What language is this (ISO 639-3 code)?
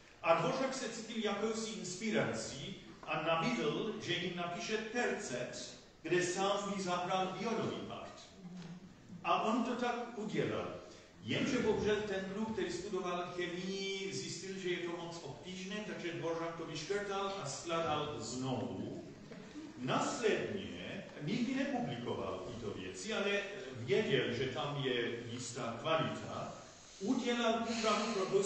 ces